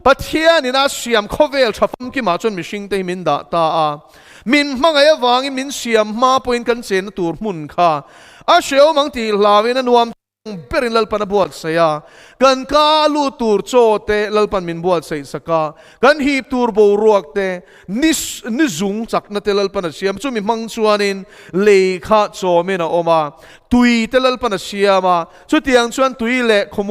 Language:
Mizo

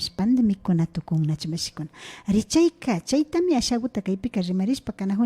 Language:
Imbabura Highland Quichua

